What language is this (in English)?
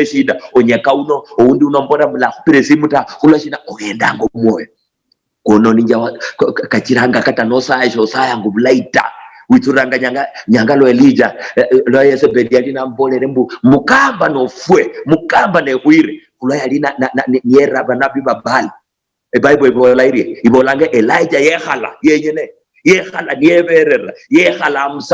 Luyia